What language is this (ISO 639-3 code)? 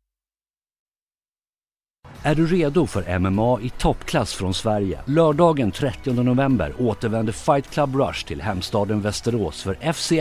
swe